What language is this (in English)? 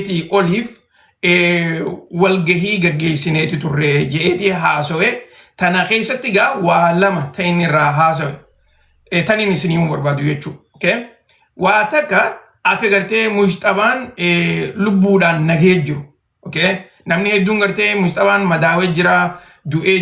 Oromo